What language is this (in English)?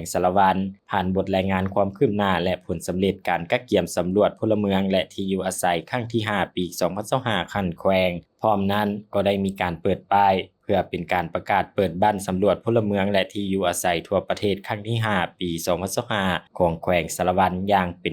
Lao